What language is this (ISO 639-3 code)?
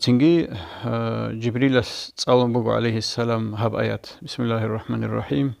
ava